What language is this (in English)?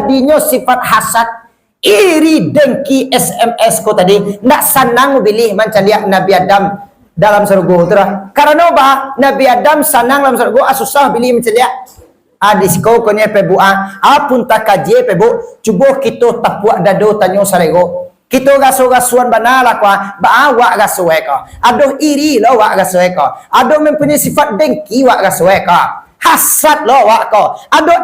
Minangkabau